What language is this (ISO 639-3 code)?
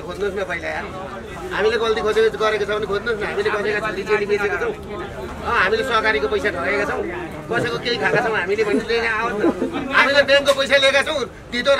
nep